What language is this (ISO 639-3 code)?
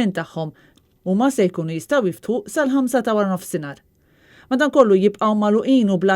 mlt